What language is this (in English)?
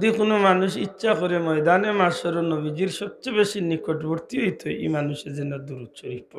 Sylheti